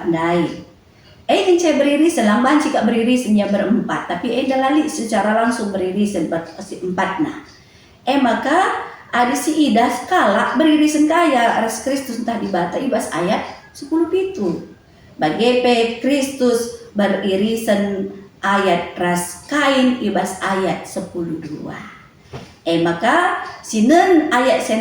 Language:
Batak Karo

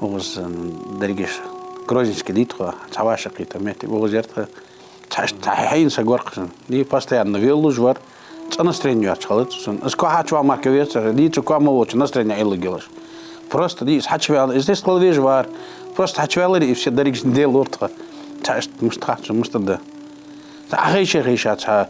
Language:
Ingush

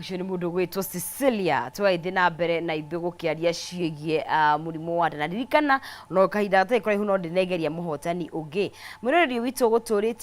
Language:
Kikuyu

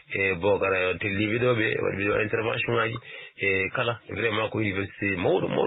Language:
Fula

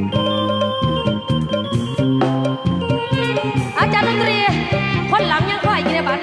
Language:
Lao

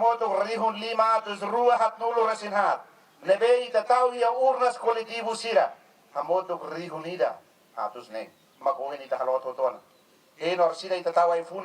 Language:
Tetum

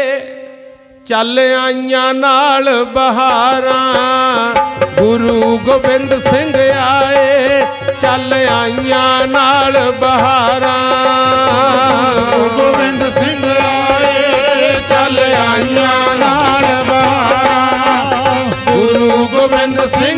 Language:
Punjabi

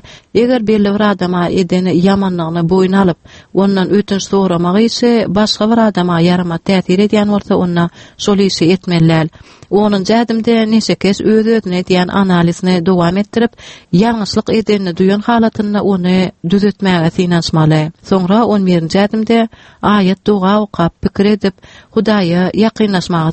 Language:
Turkmen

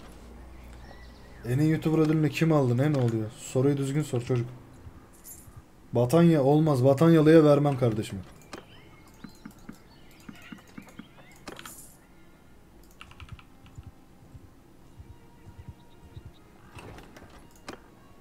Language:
Turkish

